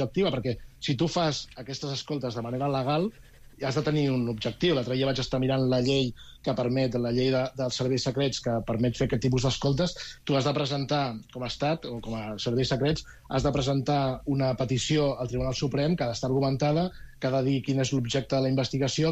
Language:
Catalan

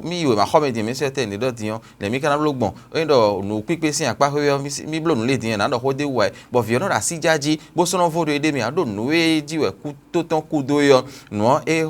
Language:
Fon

